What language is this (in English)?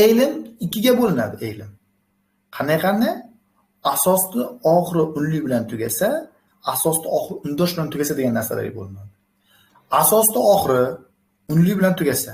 Uzbek